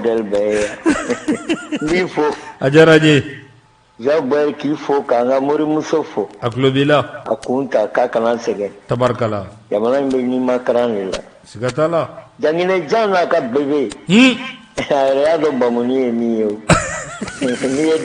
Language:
Bambara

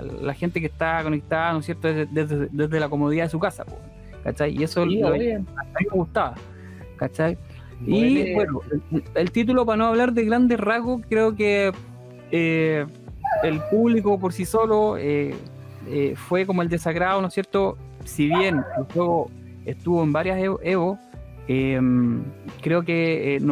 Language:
Spanish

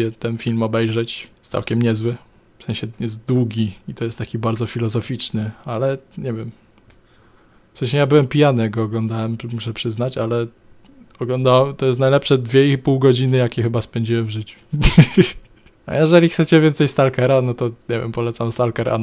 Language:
Polish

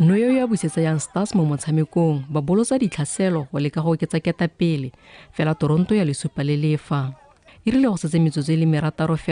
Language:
Tswana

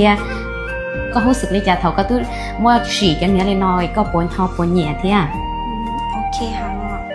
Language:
Hmong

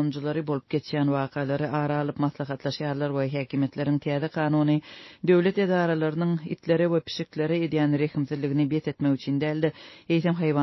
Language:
Turkmen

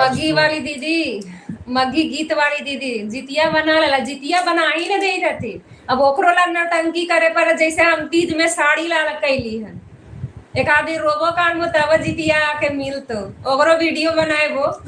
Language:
Magahi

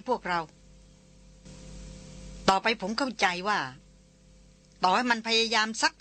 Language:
Thai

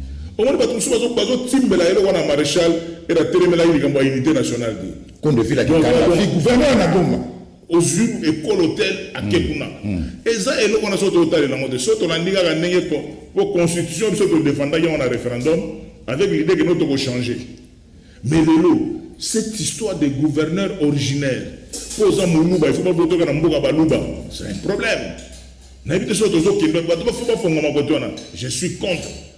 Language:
Lingala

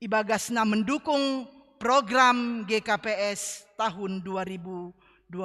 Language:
Batak Simalungun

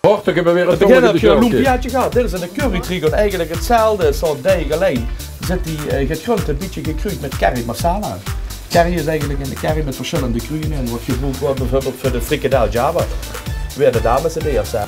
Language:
Limburgish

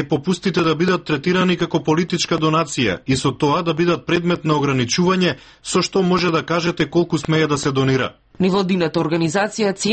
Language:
Macedonian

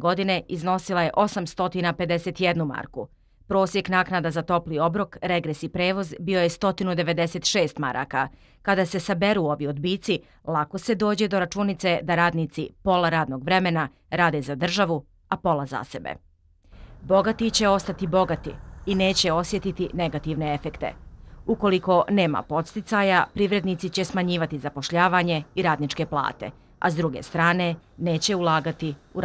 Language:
Bosnian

